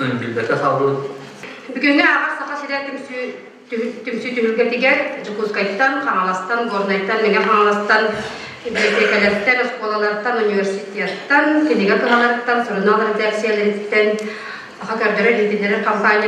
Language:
Yakut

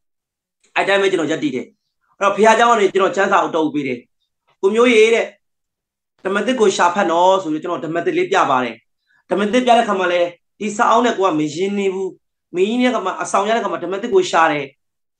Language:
Burmese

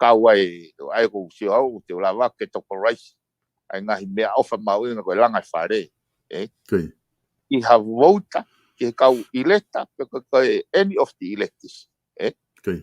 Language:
Tongan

